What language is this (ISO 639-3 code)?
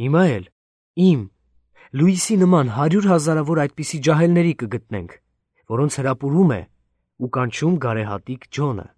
hye